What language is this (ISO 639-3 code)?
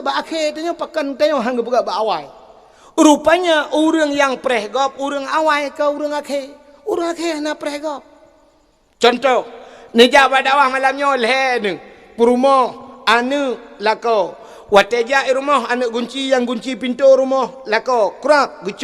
ace